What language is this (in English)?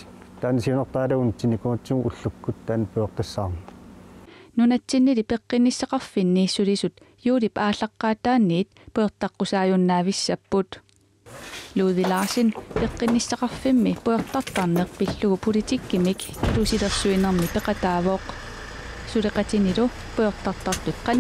Kalaallisut